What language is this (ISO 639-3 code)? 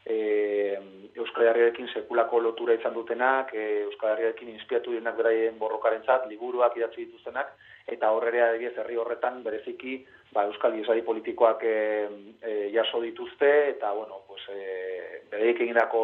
eus